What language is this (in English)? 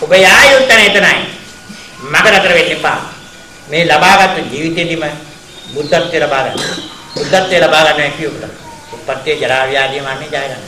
Sinhala